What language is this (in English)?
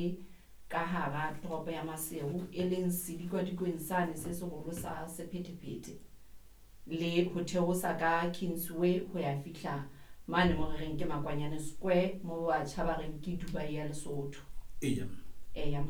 Southern Sotho